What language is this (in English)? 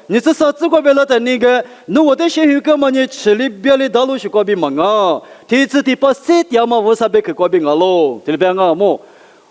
Lisu